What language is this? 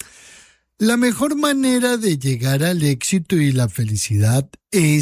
Spanish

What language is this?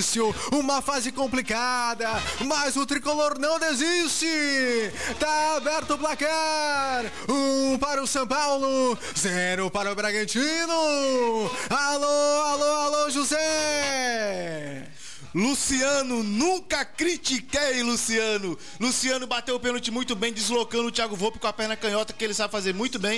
Portuguese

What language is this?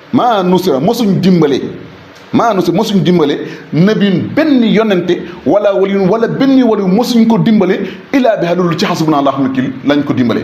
Wolof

